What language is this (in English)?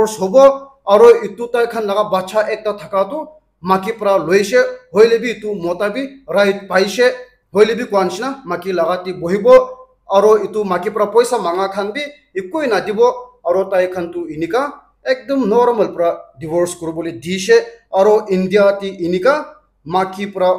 Naga Pidgin